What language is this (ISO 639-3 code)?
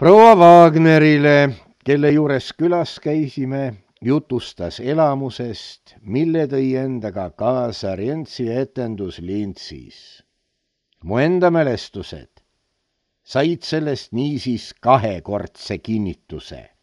est